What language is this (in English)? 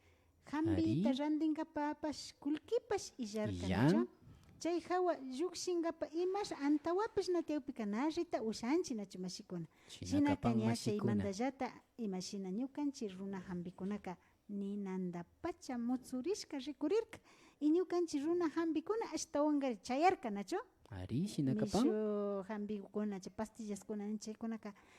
Imbabura Highland Quichua